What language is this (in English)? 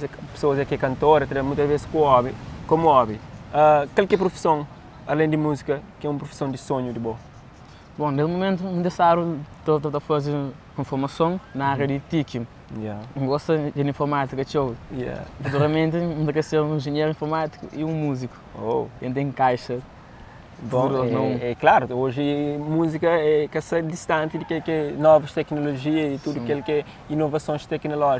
Kabuverdianu